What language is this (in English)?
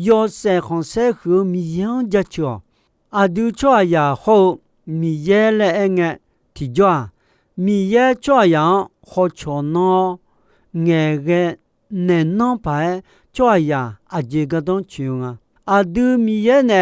Akha